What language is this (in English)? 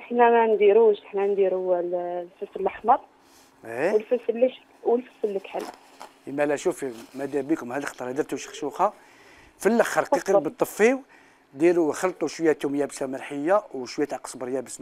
Algerian Arabic